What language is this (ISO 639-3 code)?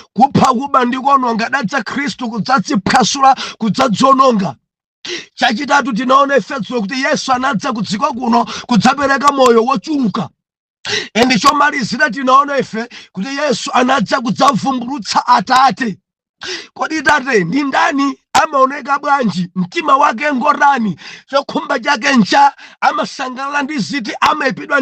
nya